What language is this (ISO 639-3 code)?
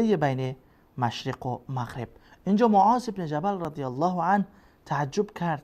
fas